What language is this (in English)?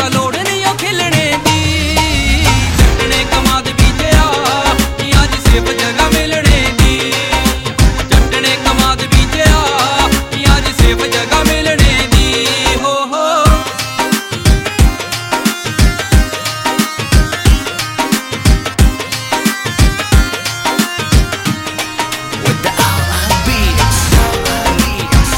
Punjabi